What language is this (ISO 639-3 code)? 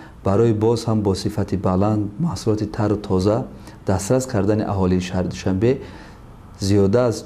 tgk